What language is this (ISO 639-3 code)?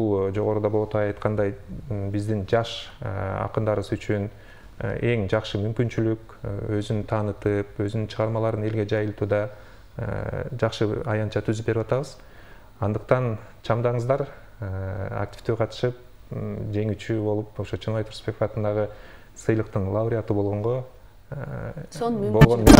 kir